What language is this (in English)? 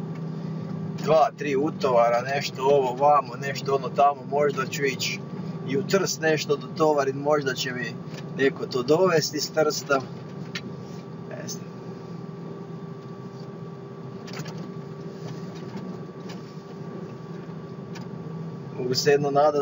Croatian